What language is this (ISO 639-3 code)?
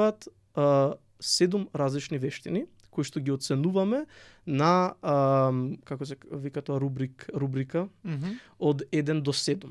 mkd